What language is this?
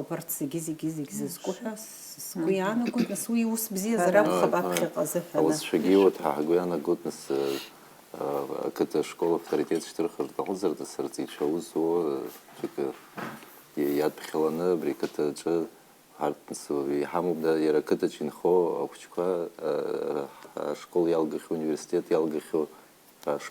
Abkhazian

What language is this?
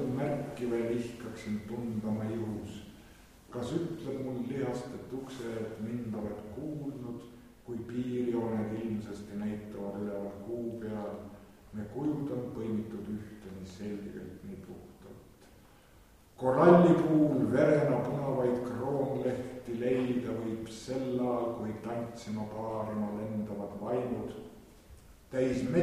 Estonian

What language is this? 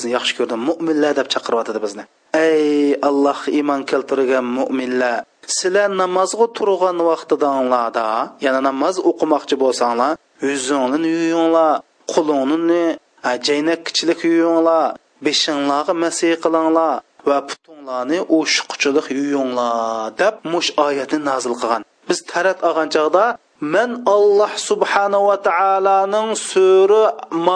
Uyghur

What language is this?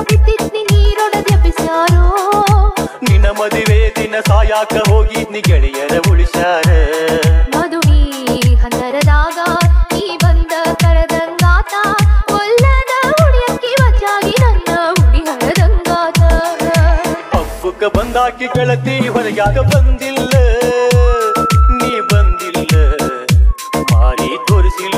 Kannada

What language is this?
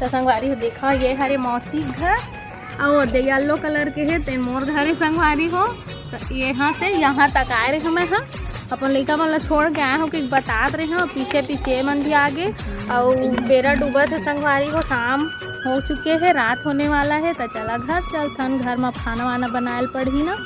Chhattisgarhi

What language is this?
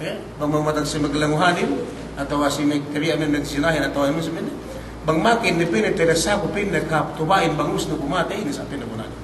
Yakan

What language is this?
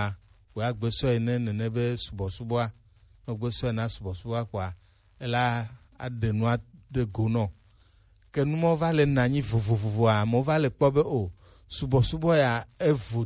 Gen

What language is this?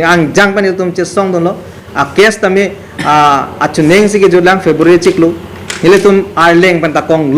Karbi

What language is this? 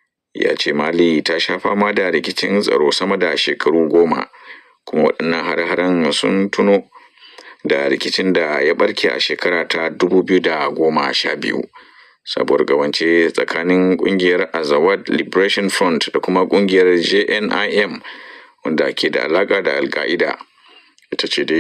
Hausa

